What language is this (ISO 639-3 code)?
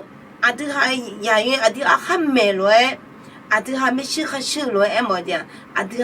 ahk